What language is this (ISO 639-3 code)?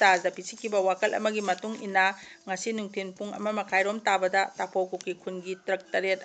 mni